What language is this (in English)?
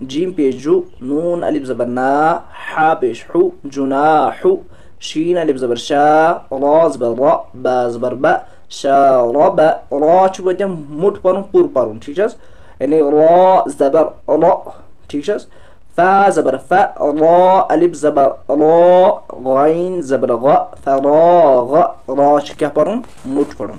Kashmiri